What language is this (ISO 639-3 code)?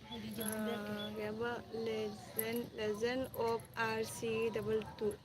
mni